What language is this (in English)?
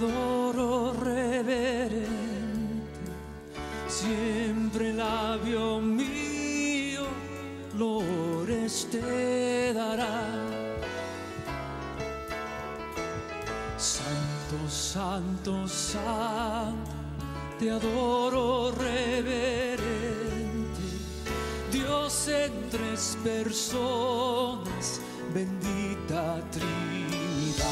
Spanish